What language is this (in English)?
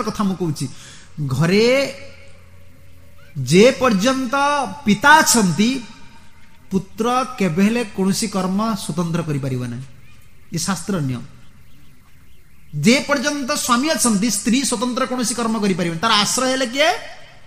Odia